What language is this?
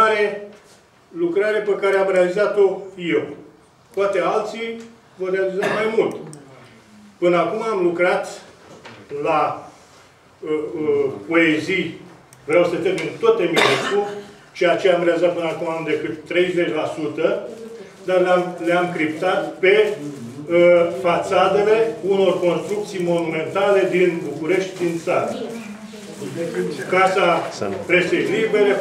Romanian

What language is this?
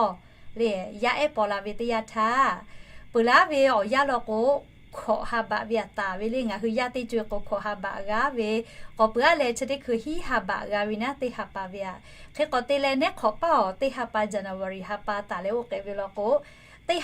Lahu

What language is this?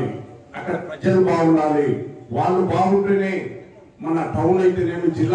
Telugu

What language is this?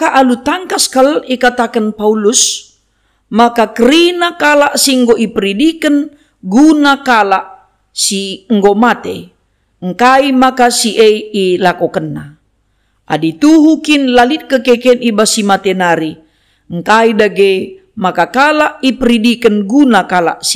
Batak Karo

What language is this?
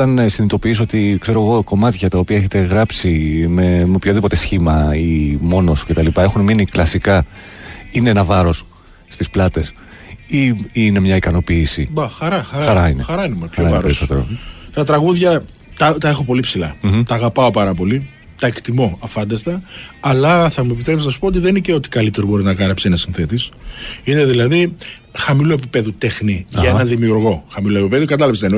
Greek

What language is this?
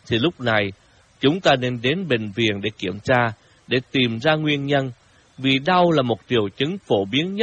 Vietnamese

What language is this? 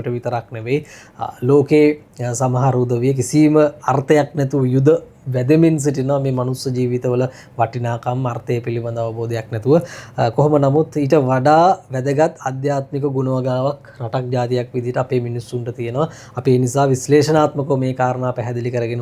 Sinhala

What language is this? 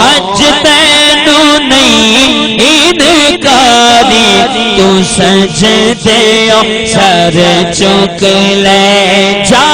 Saraiki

